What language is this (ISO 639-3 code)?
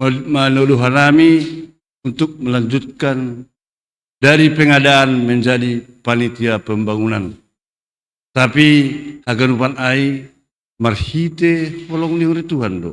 bts